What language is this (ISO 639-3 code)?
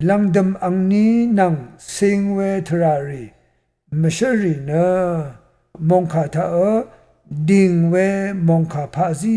raw